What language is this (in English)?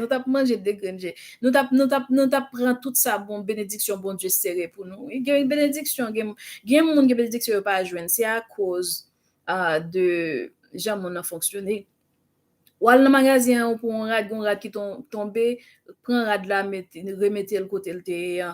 Haitian Creole